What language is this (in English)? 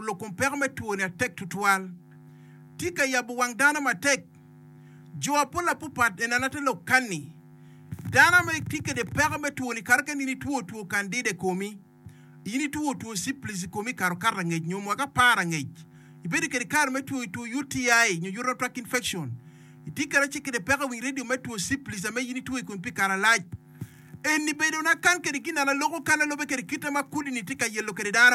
Acoli